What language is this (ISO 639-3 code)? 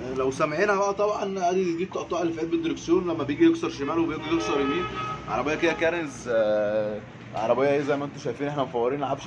arz